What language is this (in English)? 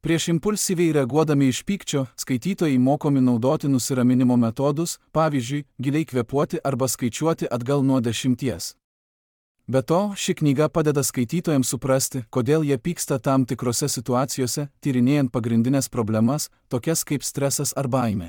Lithuanian